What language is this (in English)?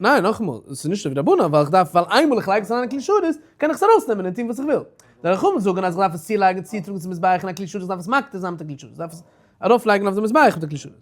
Yiddish